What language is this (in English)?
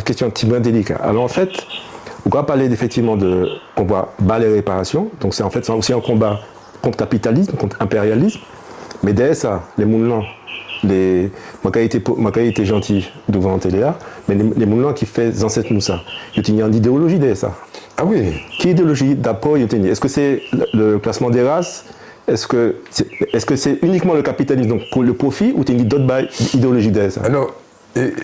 Guadeloupean Creole French